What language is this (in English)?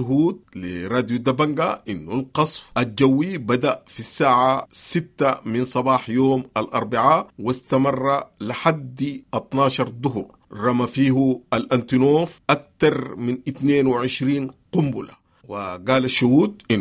Sudanese Arabic